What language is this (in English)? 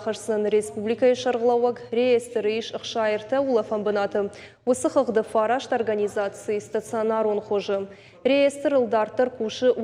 Ossetic